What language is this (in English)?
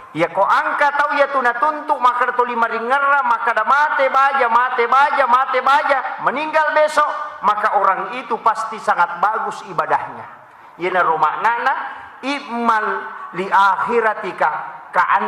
Buginese